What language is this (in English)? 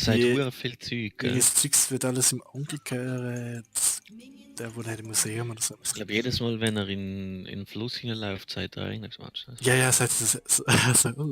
Swiss German